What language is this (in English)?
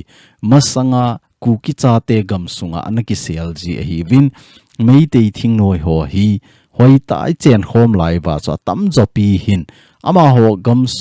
Thado Chin